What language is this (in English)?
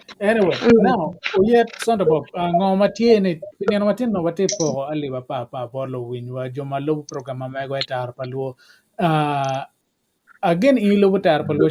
Acoli